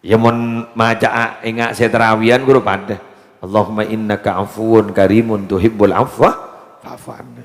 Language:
Madurese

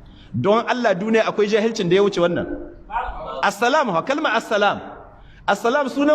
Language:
Hausa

